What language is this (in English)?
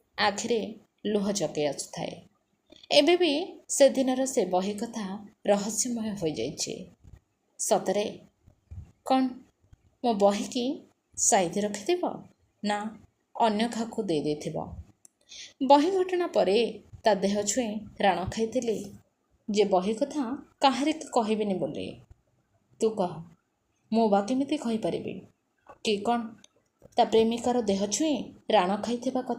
Odia